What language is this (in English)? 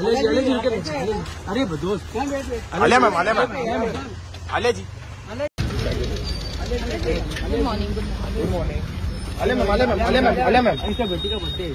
Hindi